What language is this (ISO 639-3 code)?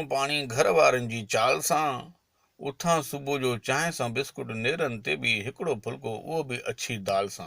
snd